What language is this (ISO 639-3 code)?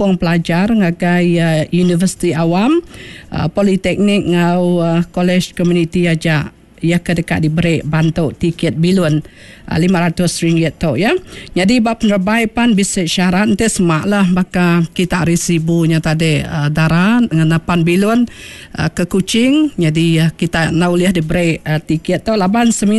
iba